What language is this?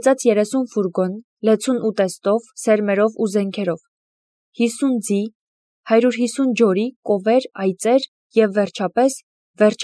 Armenian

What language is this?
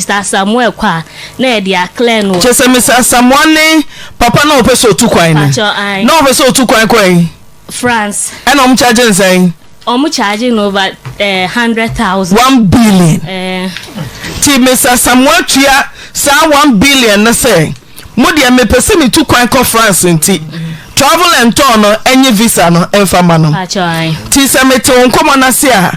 Akan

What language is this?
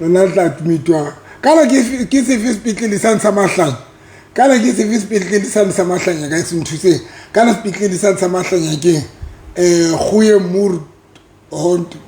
Southern Sotho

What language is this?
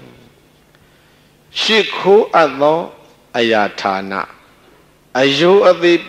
Burmese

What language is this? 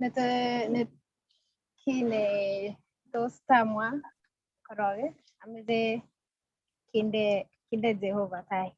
Kalenjin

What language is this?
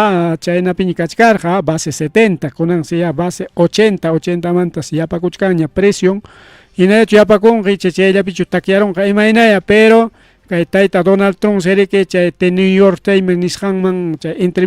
Ayacucho Quechua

